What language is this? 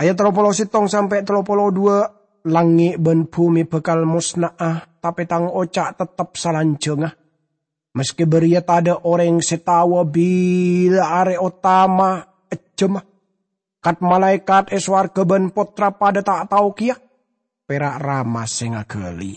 Madurese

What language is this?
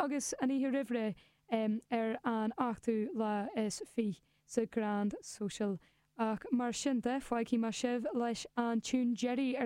Irish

